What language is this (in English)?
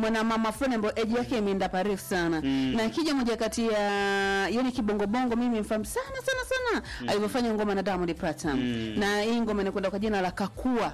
Swahili